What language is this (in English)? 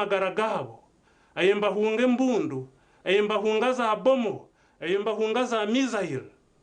Nyankole